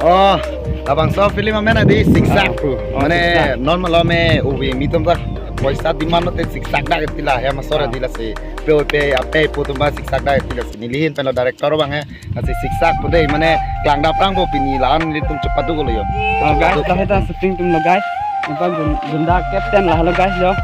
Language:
Karbi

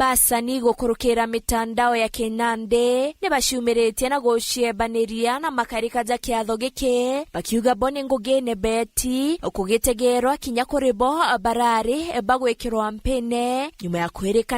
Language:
Meru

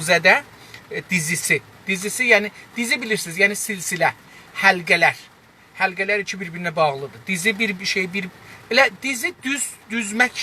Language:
South Azerbaijani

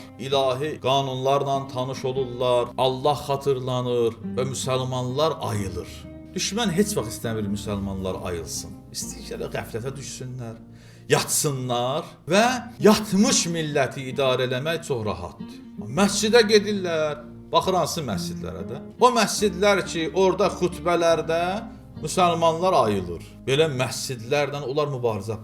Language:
Azerbaijani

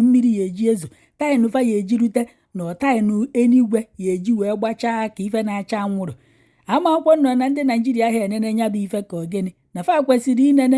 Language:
Igbo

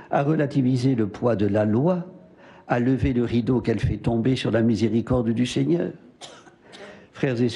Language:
French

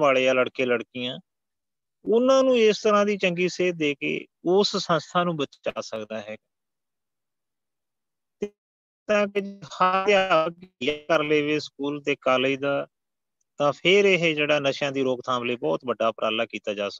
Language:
Punjabi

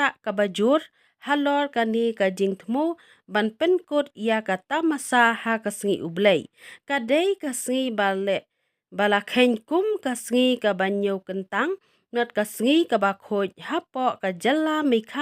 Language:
Khasi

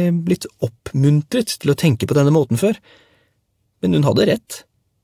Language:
Norwegian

